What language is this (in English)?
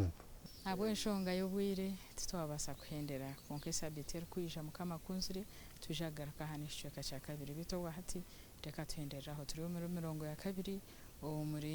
Nyankole